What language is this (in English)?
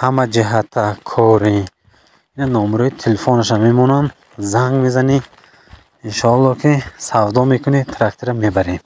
Tajik